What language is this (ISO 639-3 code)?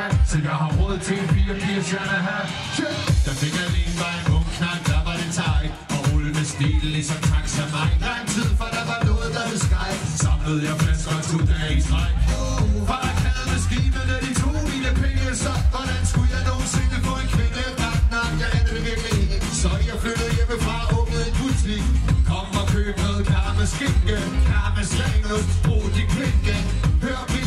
dan